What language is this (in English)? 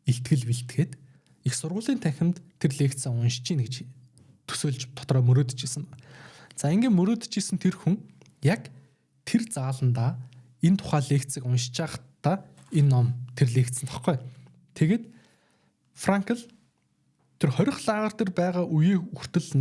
Mongolian